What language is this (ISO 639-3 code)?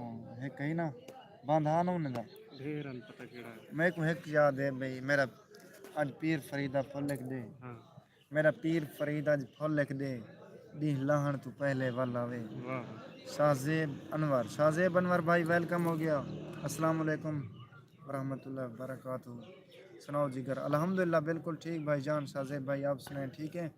skr